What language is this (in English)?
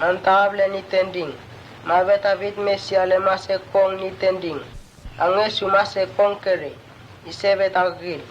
Mota